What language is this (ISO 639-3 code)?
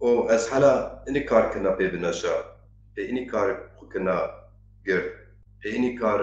zza